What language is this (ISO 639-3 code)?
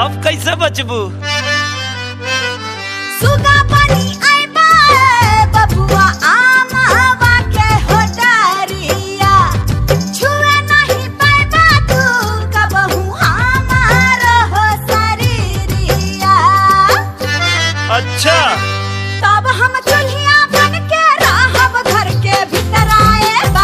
bho